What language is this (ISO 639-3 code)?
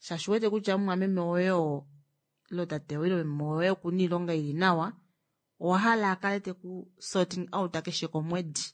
kua